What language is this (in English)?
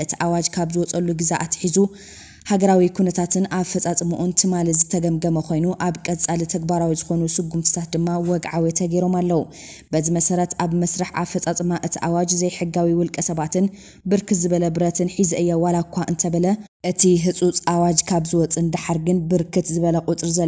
Tigrinya